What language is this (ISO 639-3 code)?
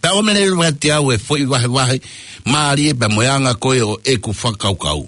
ton